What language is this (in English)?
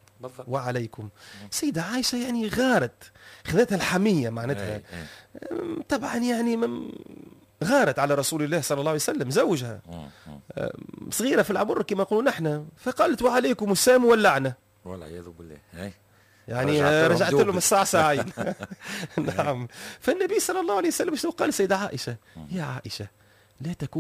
Tunisian Arabic